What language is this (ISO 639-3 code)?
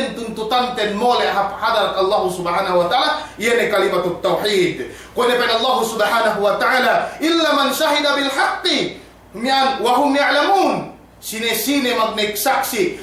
yka